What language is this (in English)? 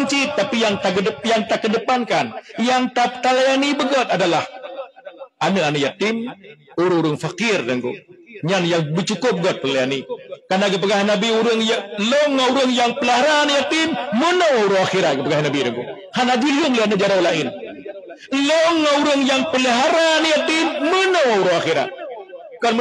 Achinese